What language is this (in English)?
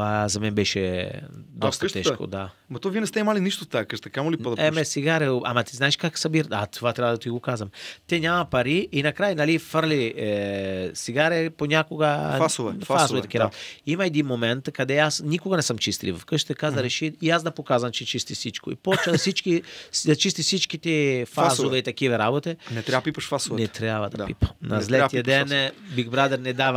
Bulgarian